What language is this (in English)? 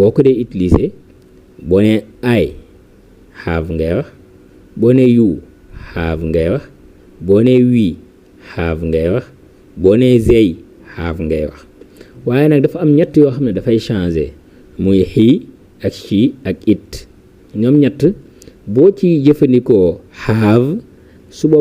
Wolof